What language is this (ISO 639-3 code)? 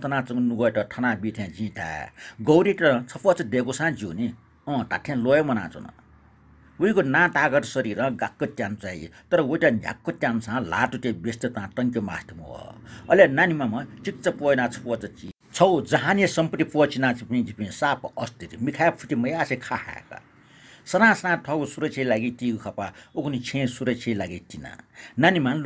new